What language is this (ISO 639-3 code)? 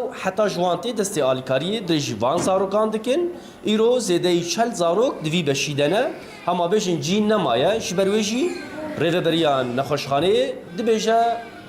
kur